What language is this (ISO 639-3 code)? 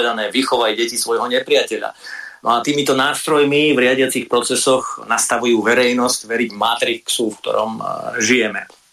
slk